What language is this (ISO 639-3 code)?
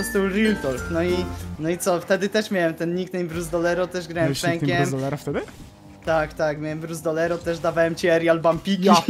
pol